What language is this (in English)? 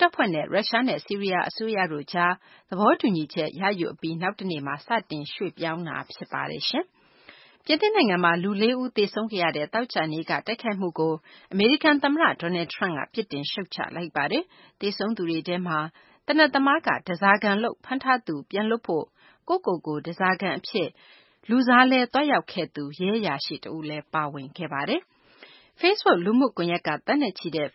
Burmese